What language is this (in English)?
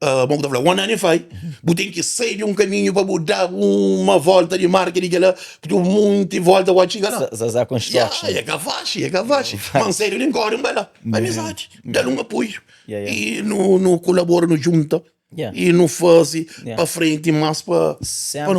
Kabuverdianu